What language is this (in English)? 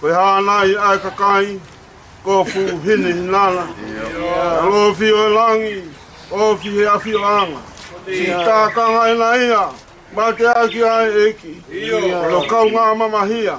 Tongan